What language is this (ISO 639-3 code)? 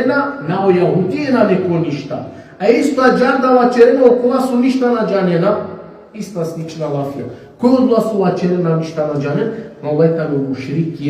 rmn